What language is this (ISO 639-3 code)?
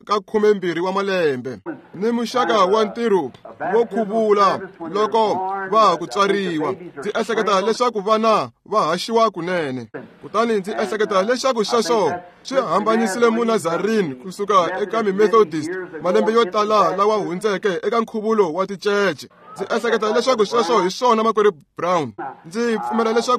tso